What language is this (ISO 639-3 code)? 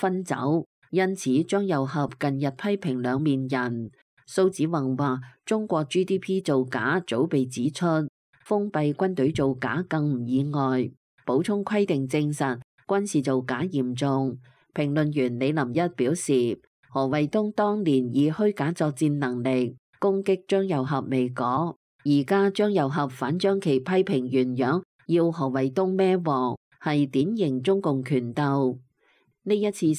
yue